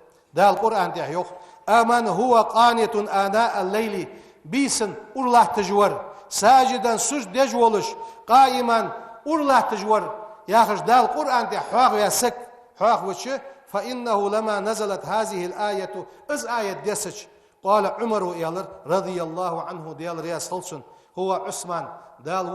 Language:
Ingush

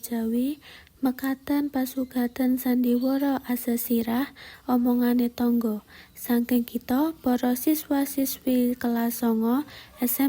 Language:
Javanese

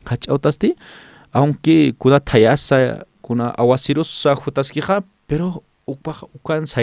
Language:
Aymara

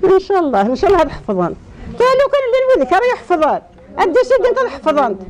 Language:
Kabyle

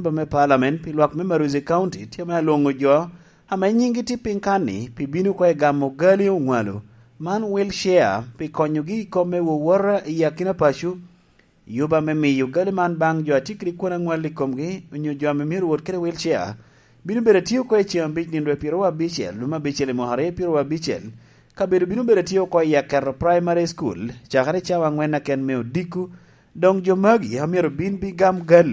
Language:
Lango (Uganda)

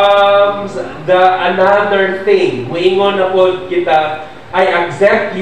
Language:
Cebuano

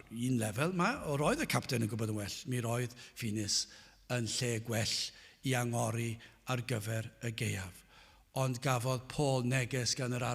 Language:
Welsh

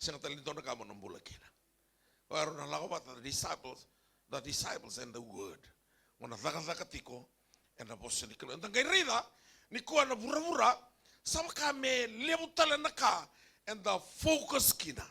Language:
Fijian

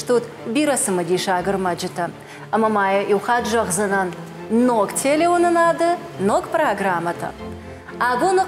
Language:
Ossetic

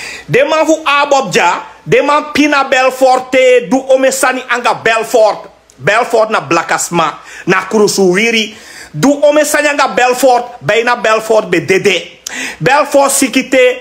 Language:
Sranan Tongo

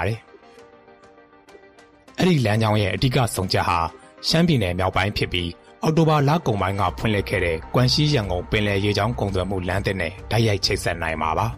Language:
Burmese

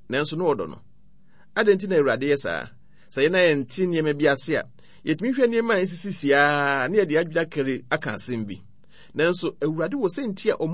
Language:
Akan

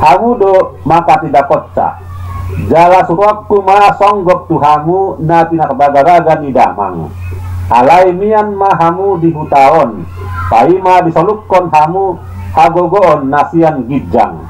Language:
Batak Toba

